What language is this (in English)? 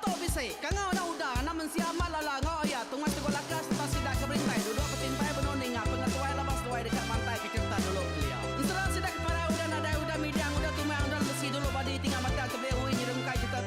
Iban